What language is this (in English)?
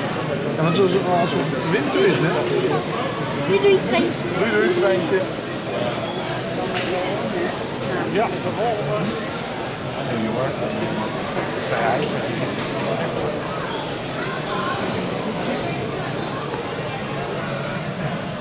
Dutch